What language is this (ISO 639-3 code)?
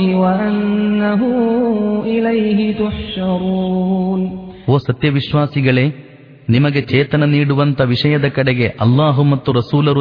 kan